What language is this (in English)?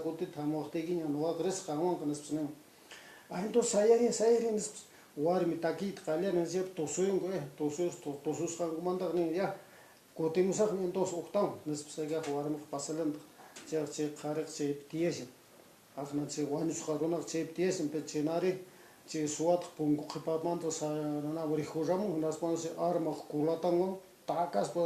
Quechua